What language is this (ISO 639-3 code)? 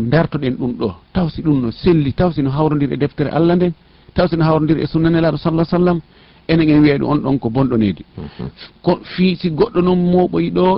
ful